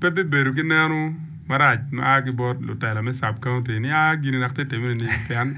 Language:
Acoli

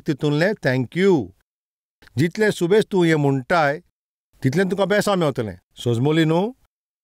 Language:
Konkani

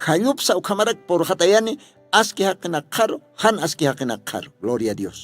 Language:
Aymara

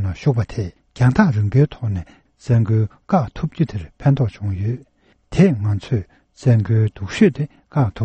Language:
Tibetan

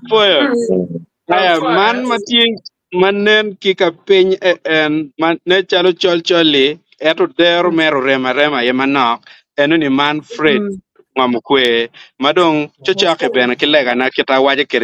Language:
Acoli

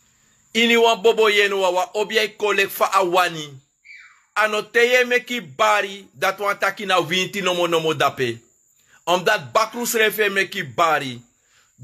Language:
Sranan Tongo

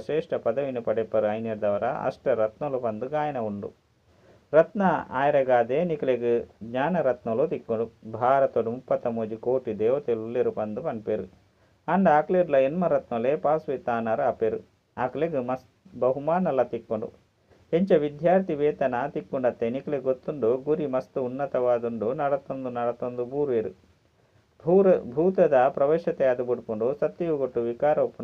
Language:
Tulu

